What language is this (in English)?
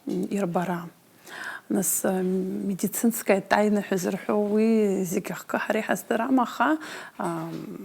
Abkhazian